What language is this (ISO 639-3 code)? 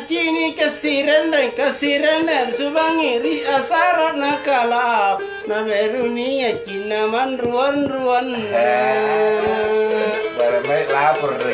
mak